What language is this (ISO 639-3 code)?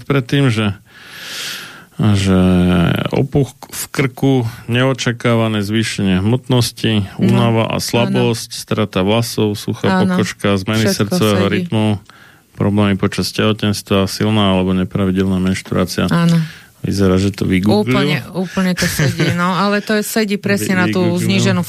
slk